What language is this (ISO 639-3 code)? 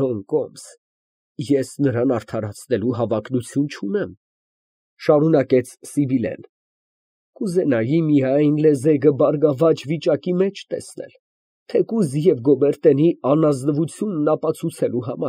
hye